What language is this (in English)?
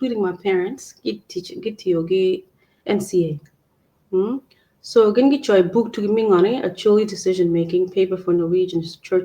Acoli